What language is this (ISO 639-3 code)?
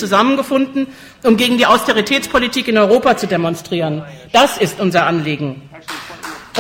deu